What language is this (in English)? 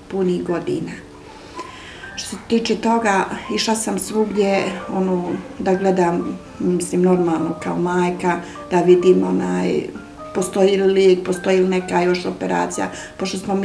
Bosnian